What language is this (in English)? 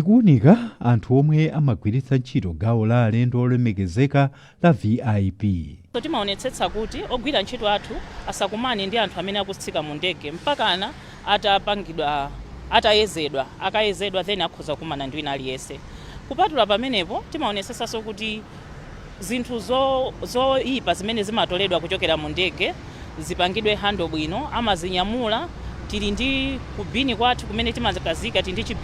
Nyanja